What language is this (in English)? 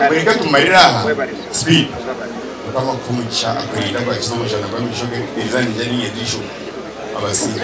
Nyankole